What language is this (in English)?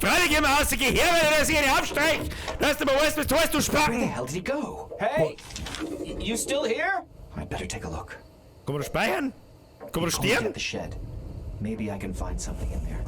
Bavarian